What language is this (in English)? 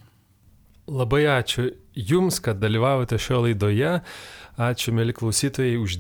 Lithuanian